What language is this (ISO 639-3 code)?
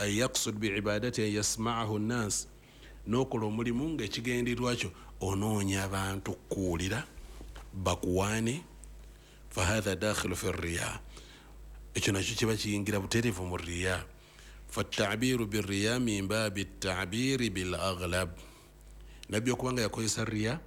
lug